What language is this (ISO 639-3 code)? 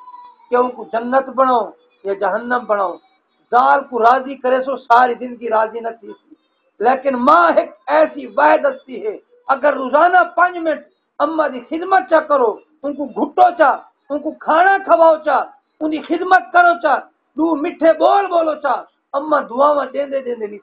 skr